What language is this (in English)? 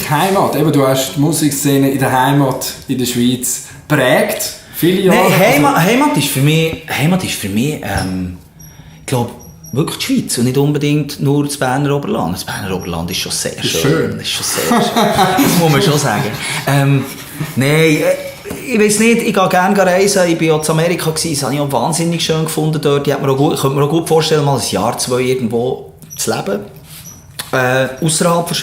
Swiss German